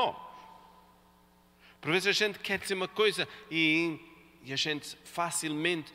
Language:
Portuguese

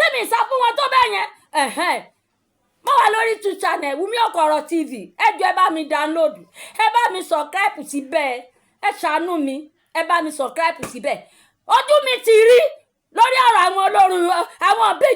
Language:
Yoruba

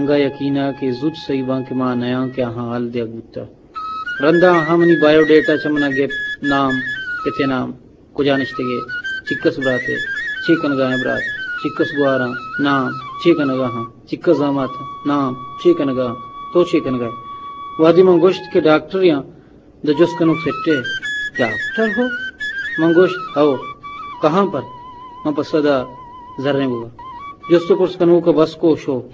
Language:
Eastern Balochi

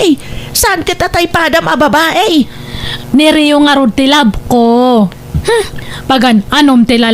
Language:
Iloko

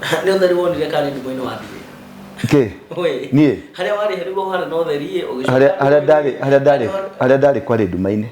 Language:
Kikuyu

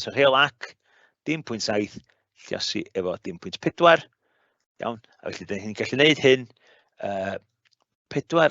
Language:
Welsh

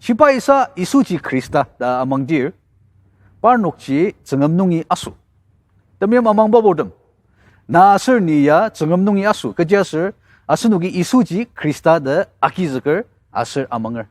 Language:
Ao Naga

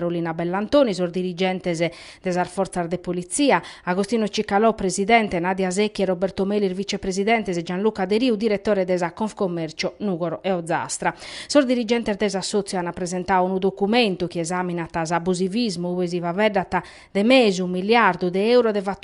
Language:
Sardinian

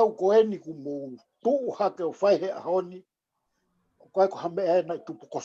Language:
Tongan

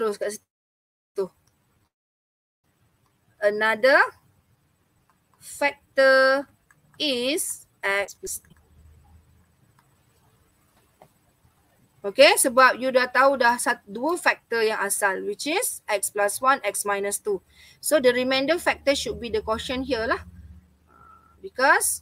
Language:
Malay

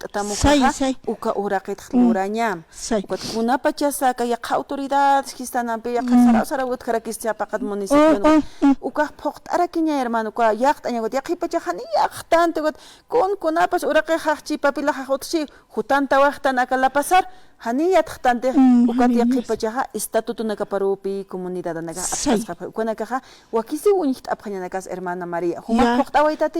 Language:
Aymara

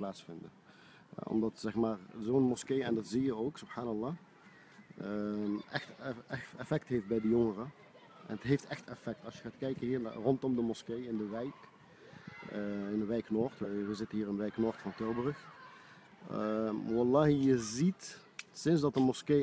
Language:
Dutch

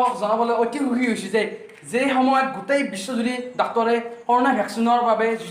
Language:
Assamese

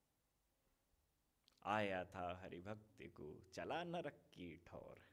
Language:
Hindi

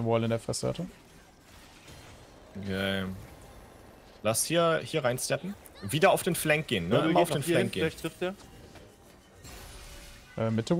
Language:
German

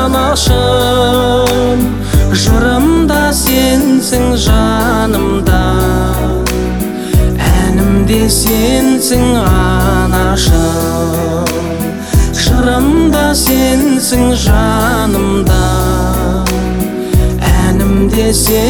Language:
Kazakh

